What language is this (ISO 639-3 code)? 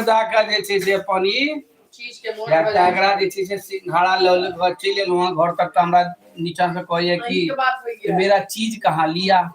mai